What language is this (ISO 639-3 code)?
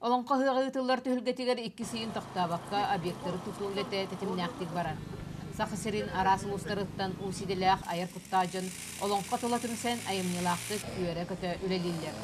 sah